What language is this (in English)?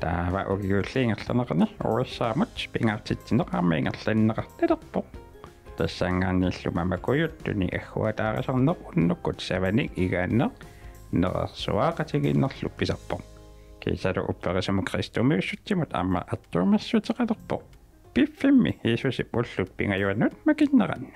Kalaallisut